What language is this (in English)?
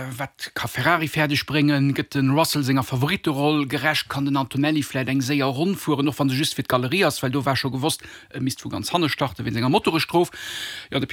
Luxembourgish